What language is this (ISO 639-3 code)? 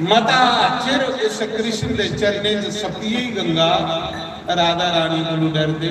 doi